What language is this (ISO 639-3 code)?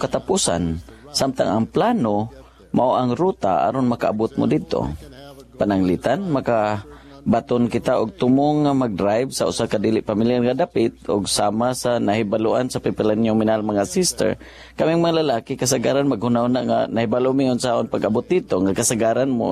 ceb